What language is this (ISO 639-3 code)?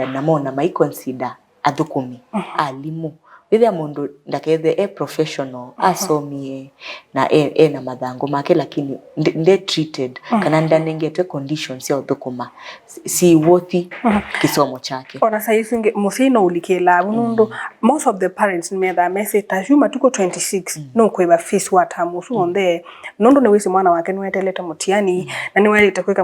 kam